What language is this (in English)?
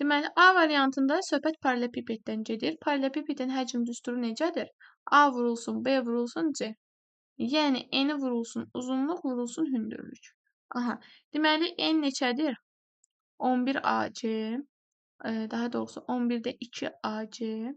Azerbaijani